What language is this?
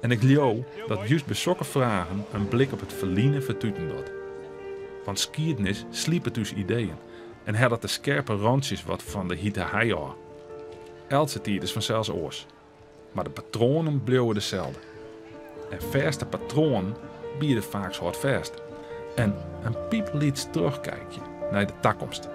Western Frisian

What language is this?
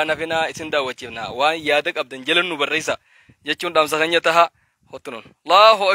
Oromo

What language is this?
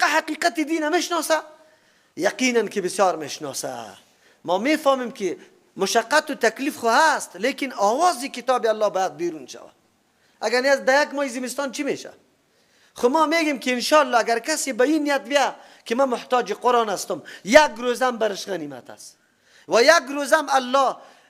Persian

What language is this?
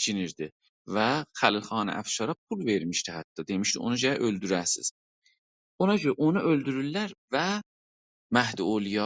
South Azerbaijani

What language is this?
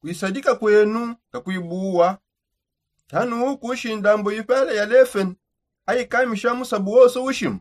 Songe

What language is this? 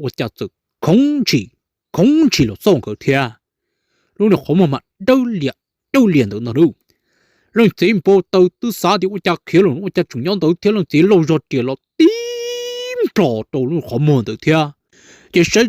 Hmong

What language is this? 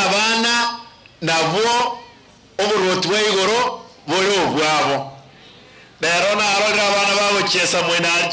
Gusii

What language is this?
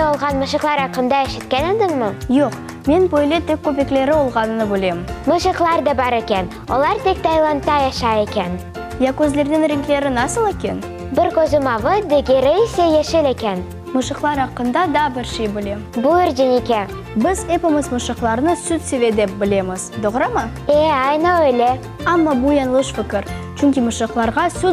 Crimean Tatar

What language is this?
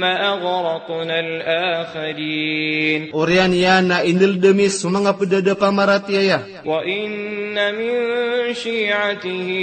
Maranao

